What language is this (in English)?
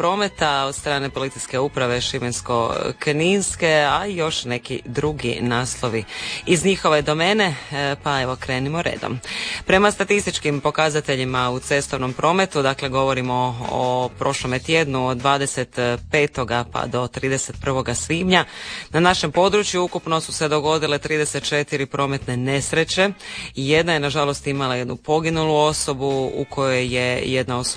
Croatian